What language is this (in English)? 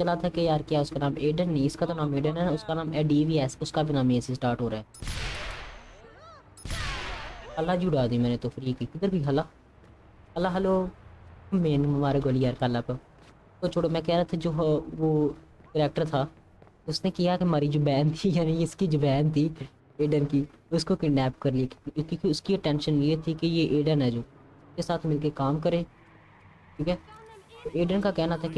Hindi